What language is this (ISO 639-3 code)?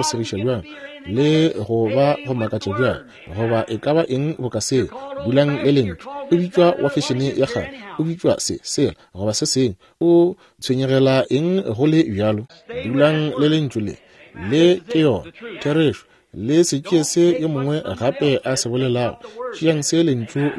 nso